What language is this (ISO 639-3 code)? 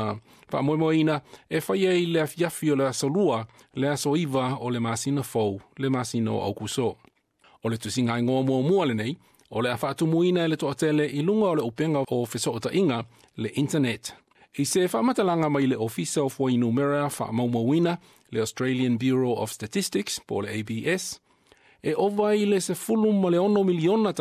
smo